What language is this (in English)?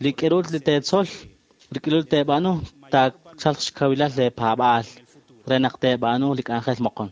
Kekchí